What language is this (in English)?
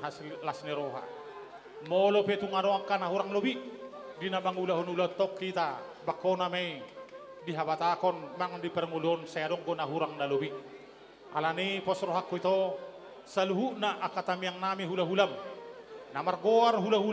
Batak Toba